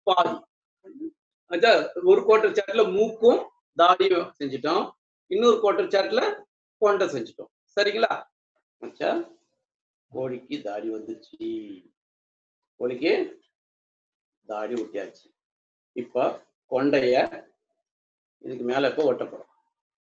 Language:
Tamil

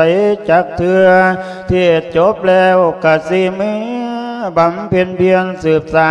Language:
Lao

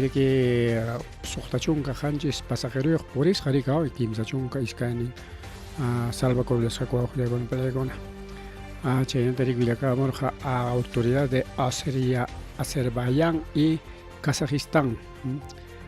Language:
Ayacucho Quechua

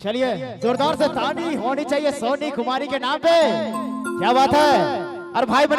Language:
Sadri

